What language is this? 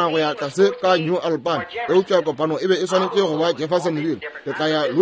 Northern Sotho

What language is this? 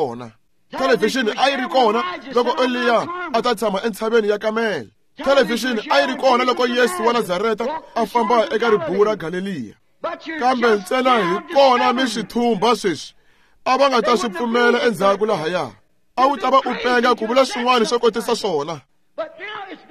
Tsonga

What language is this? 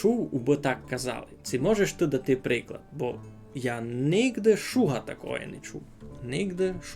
Rusyn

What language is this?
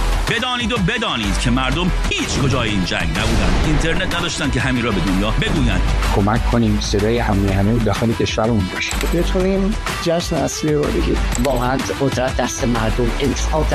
Persian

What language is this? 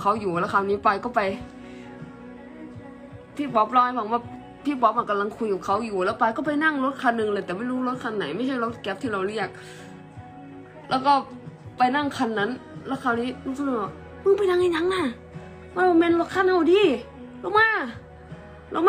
Thai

